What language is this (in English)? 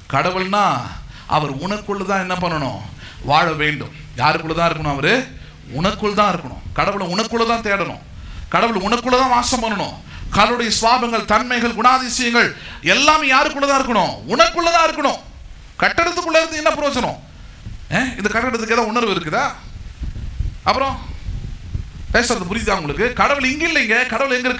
Tamil